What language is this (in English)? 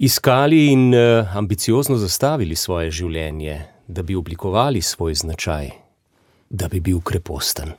Slovenian